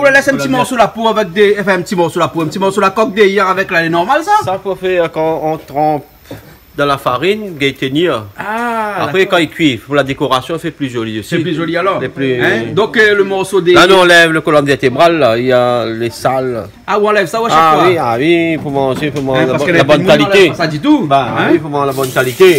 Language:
Réunion Creole French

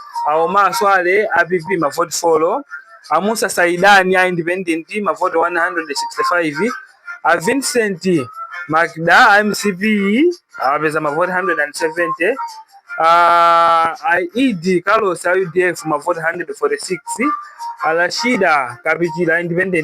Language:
Nyanja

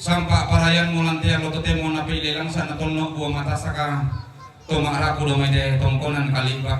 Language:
Toraja-Sa'dan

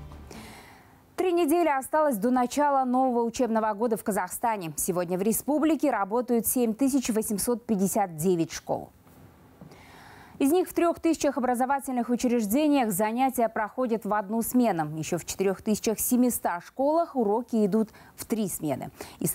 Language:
Russian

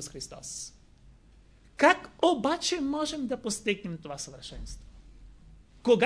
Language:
Bulgarian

